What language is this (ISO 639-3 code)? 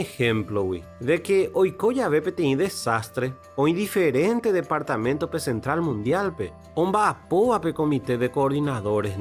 grn